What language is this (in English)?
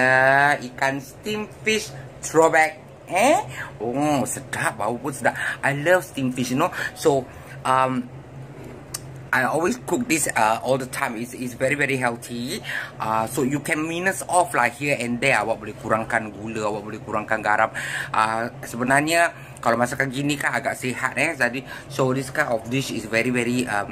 Malay